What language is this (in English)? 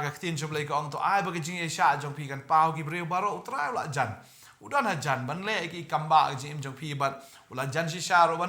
Khasi